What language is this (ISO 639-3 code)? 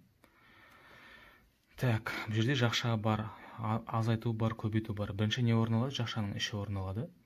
kaz